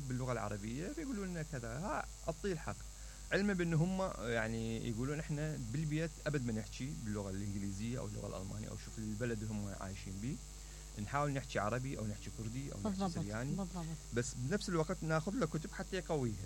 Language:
Mesopotamian Arabic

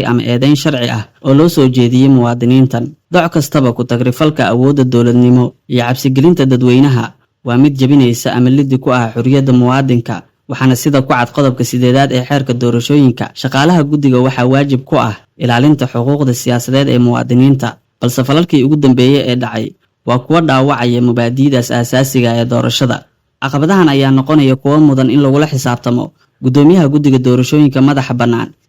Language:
Somali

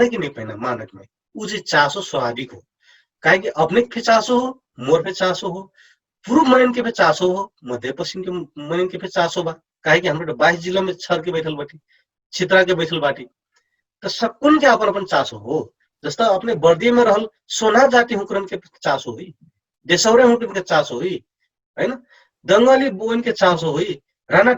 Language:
Dangaura Tharu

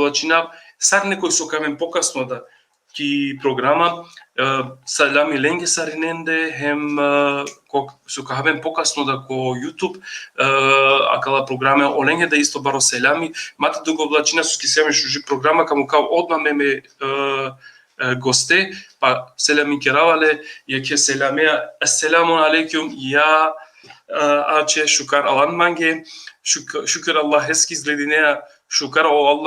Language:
Balkan Romani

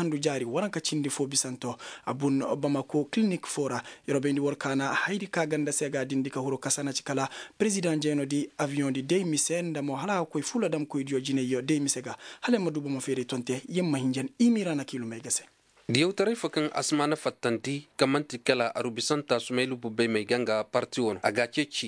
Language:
Koyraboro Senni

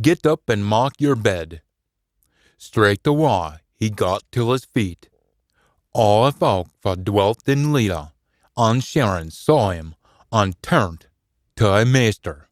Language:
Scots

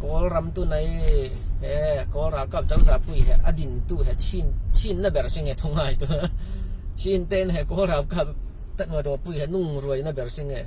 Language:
Falam Chin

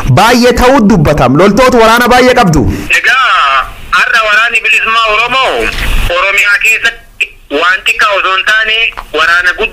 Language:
Oromo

